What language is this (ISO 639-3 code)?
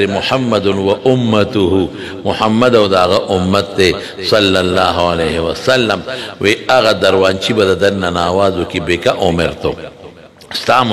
pus